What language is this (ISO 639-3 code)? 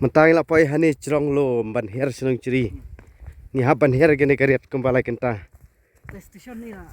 kha